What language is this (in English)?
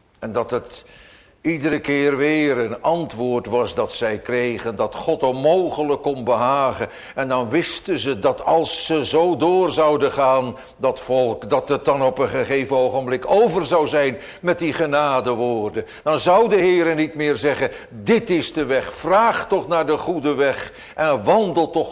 Dutch